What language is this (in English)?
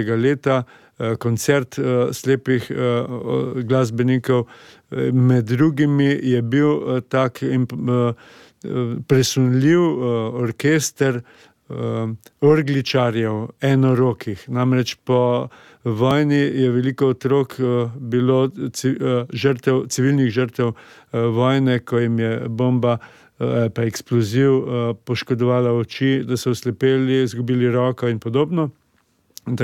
Slovenian